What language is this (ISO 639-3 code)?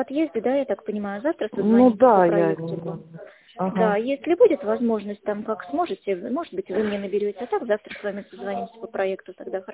rus